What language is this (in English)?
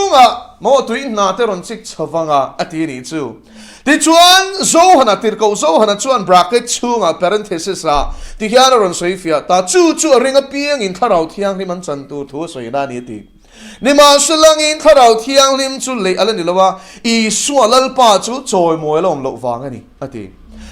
Mizo